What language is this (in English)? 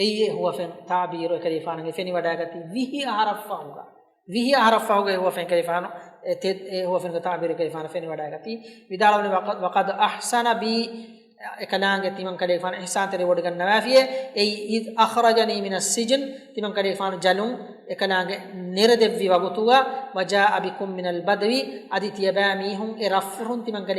Divehi